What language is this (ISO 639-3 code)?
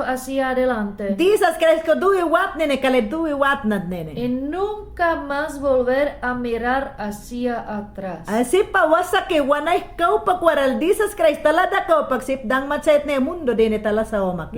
yan